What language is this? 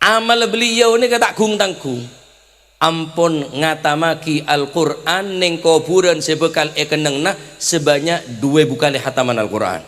Madurese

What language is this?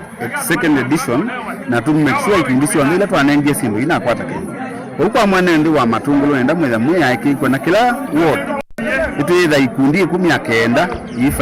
Kamba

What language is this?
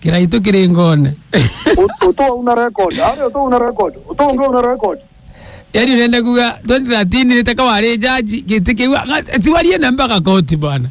Meru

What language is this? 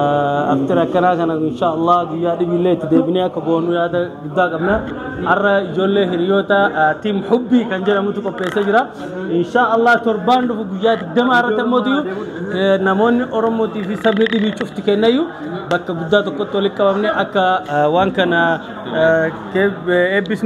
Oromo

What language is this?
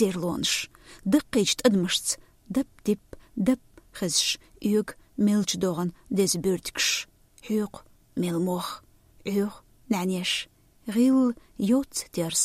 Chechen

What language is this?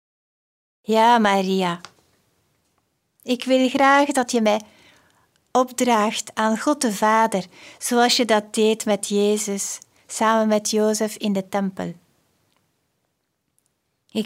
Dutch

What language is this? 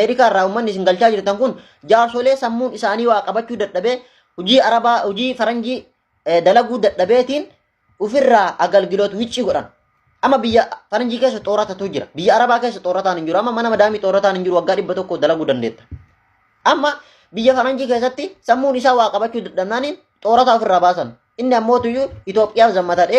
Oromo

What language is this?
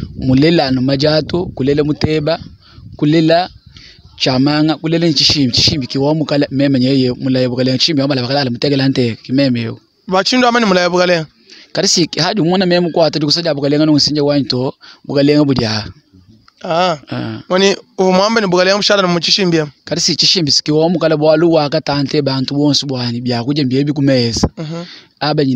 Luba-Lulua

